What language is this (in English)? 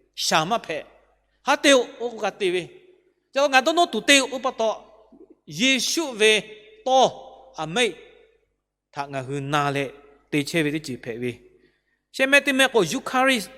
Lahu